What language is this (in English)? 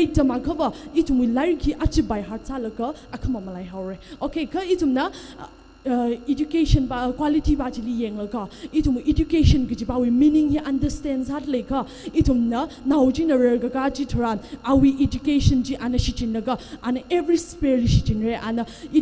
Tangkhul Naga (India)